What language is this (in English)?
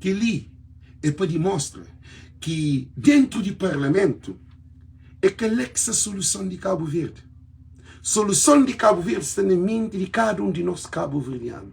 Kabuverdianu